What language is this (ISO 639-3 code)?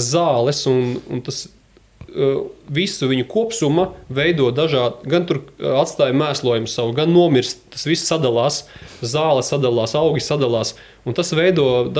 lav